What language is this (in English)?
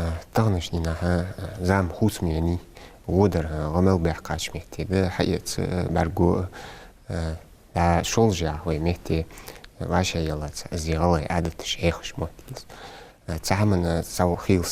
Ingush